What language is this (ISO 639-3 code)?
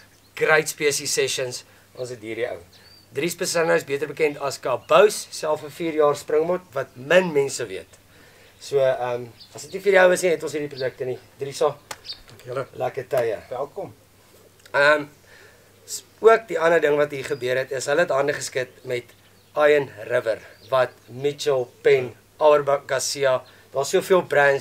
afr